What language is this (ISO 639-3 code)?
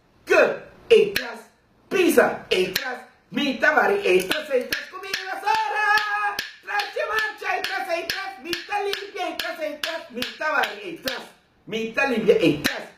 pap